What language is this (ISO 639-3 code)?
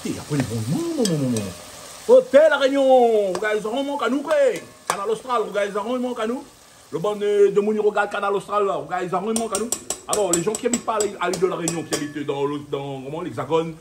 rcf